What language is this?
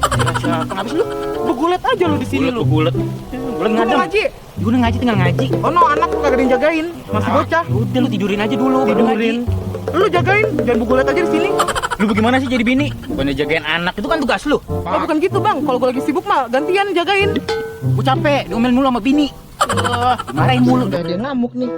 Betawi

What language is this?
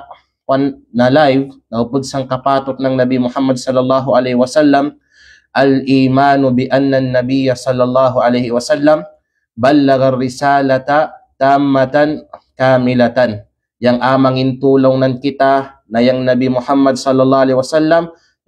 Kalagan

